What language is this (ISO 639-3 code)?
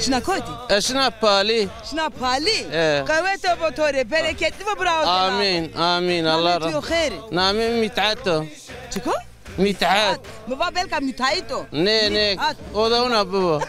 zza